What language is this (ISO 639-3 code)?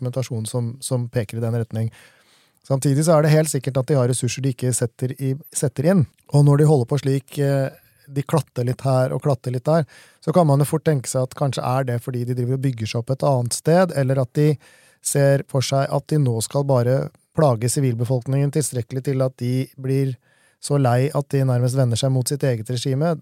nor